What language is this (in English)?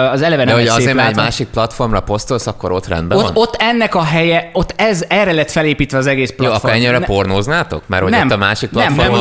Hungarian